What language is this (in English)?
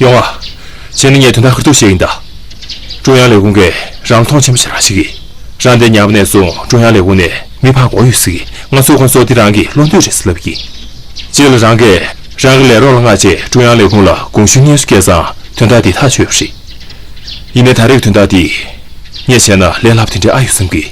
Tibetan